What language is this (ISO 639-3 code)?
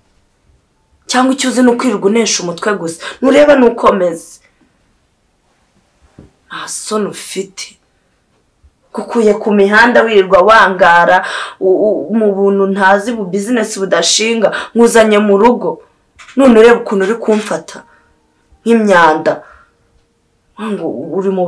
kin